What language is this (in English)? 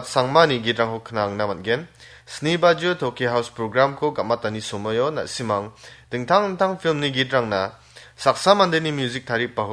Garo